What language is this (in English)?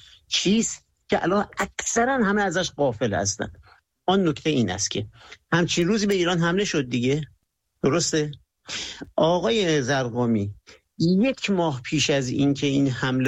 Persian